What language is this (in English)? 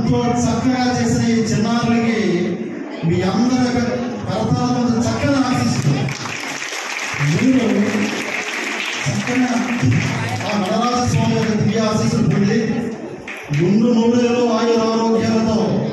Telugu